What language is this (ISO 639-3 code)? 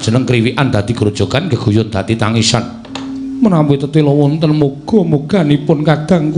jav